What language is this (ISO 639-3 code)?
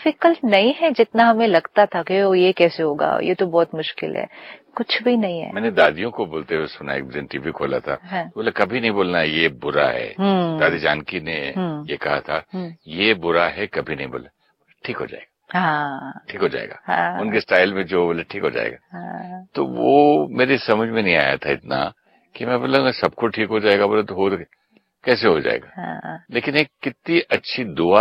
hin